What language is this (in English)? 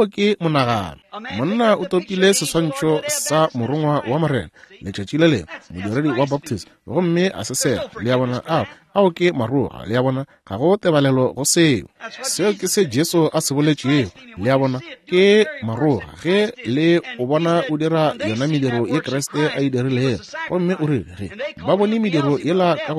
Northern Sotho